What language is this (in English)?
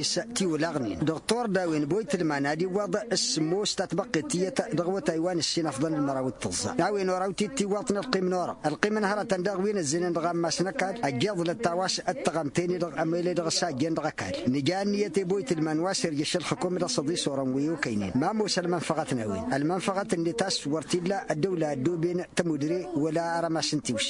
Tamasheq